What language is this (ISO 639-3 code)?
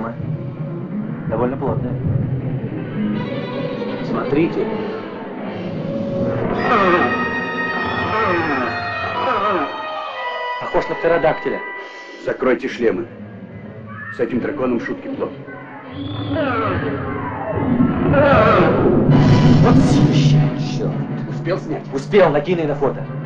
rus